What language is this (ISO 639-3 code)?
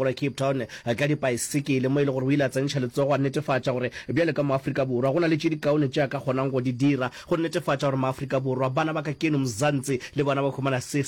nso